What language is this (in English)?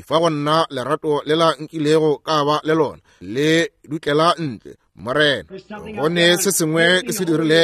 Northern Sotho